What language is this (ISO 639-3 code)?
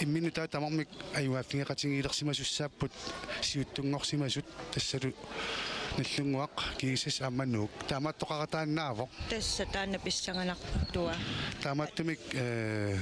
kal